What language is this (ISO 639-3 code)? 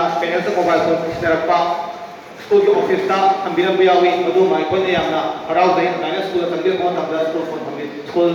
mni